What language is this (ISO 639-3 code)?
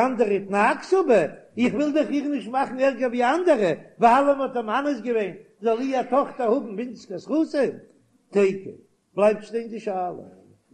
yid